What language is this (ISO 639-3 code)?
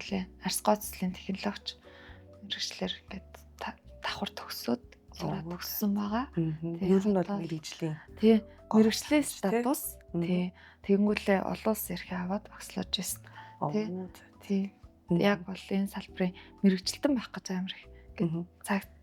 mon